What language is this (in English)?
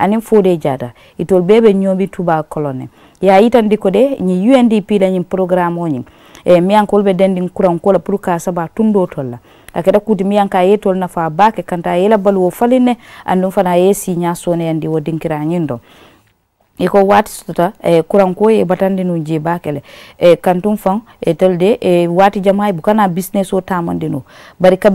Mandingo